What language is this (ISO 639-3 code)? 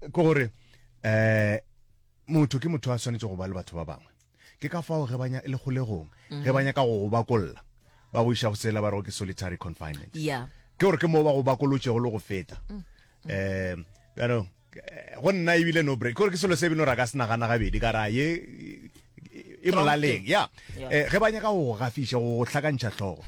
nso